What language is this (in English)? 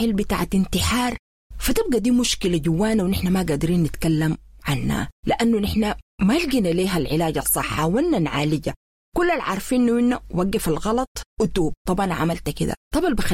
Sudanese Arabic